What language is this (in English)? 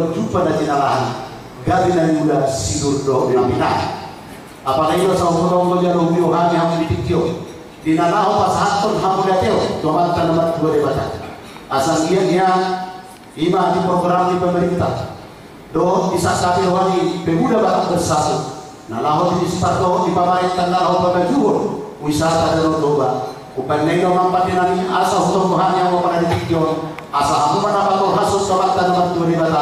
Batak Toba